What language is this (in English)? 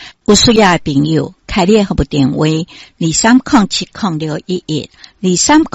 Min Nan Chinese